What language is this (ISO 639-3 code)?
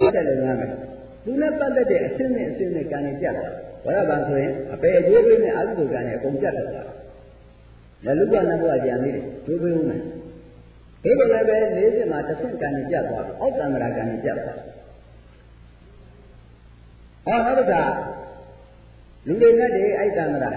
mya